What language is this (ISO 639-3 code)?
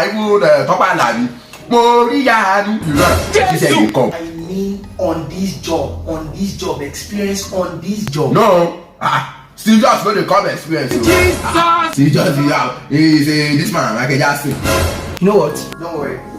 pcm